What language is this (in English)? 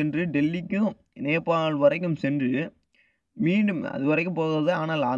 Tamil